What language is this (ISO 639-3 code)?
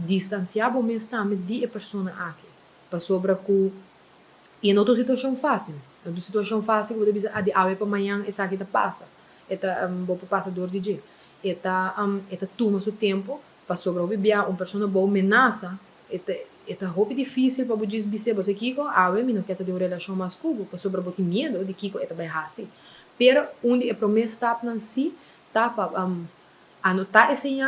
pap